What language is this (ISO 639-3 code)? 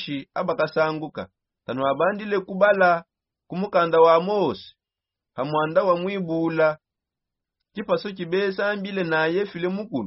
sop